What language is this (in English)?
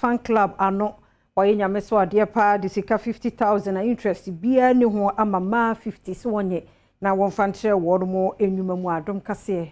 Akan